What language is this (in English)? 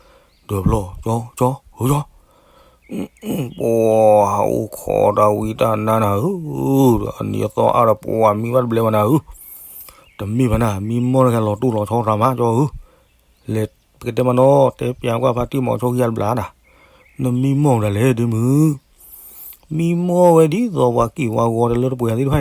S'gaw Karen